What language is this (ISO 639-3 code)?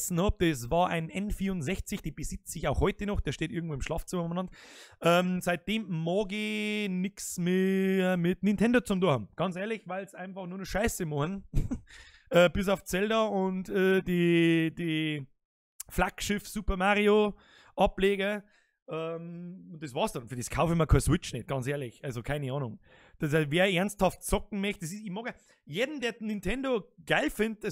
bar